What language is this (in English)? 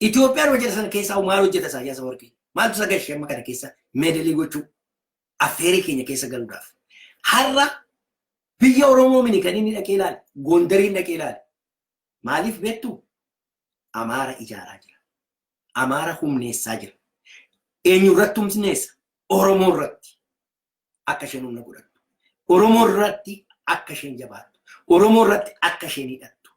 Oromo